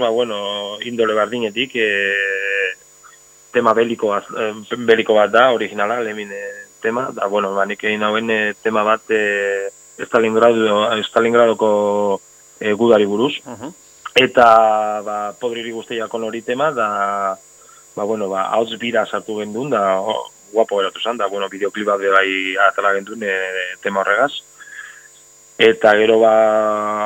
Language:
Basque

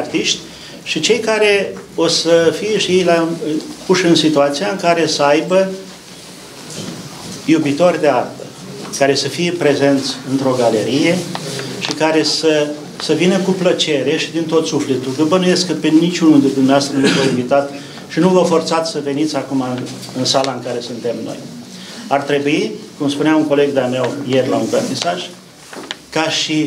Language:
Romanian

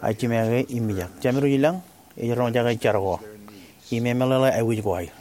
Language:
Marshallese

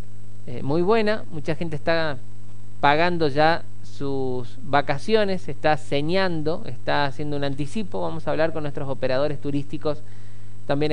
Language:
Spanish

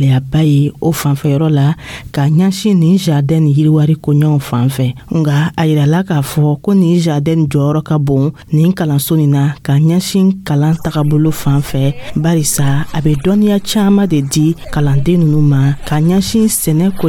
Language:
Dyula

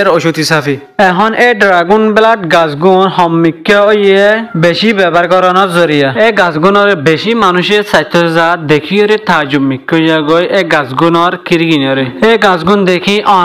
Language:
Rohingya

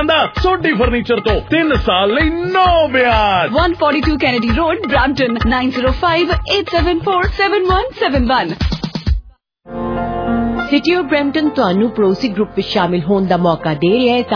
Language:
Punjabi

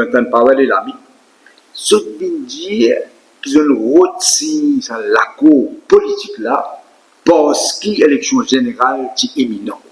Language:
Morisyen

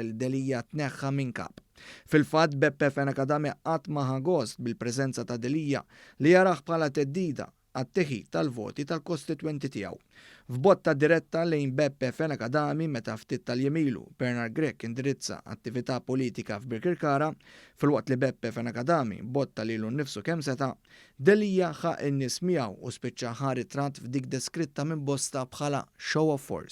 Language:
Maltese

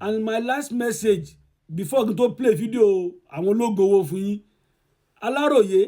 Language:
Yoruba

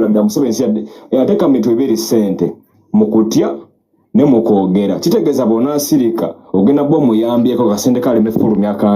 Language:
Ganda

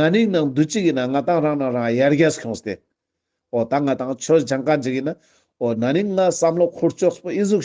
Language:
Ladakhi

